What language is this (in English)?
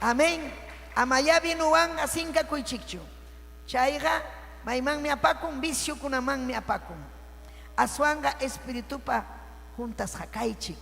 Ayacucho Quechua